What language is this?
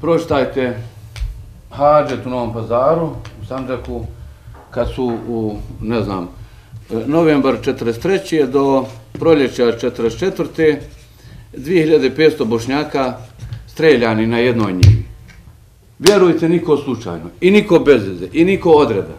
Bosnian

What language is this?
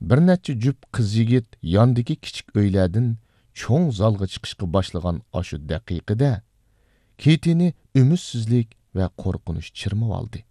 Uyghur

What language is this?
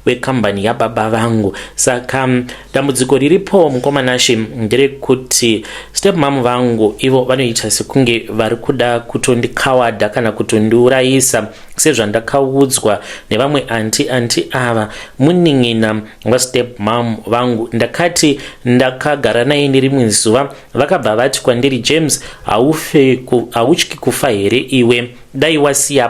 Shona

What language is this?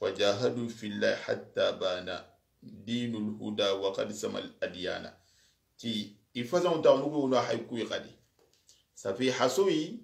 Soninke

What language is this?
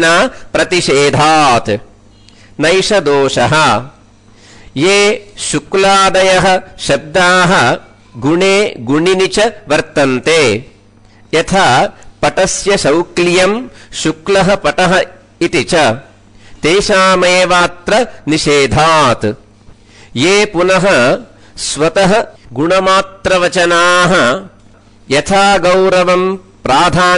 Sanskrit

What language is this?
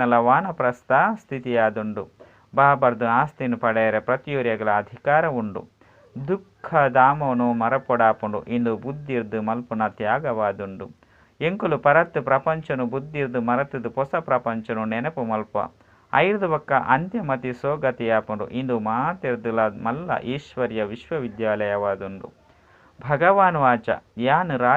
Tulu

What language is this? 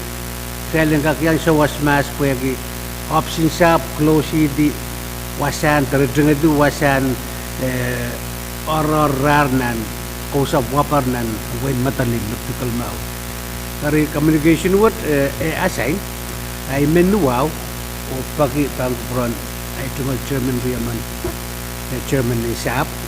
Pohnpeian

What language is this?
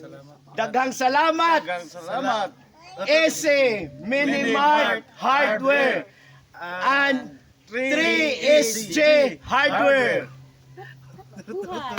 Surigaonon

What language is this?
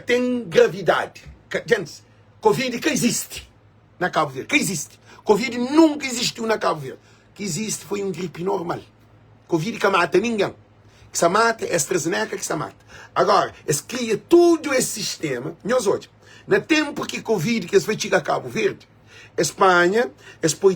Kabuverdianu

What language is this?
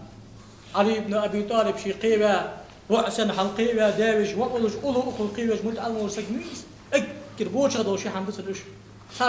Ingush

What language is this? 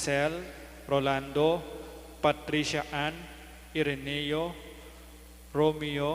Pampanga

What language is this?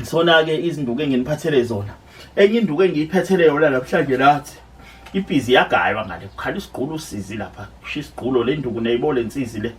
Zulu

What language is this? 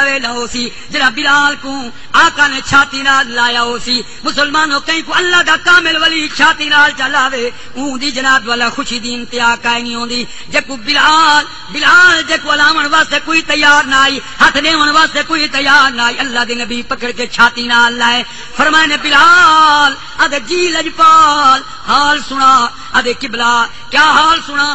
Saraiki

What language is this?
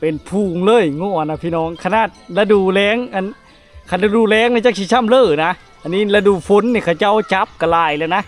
Lao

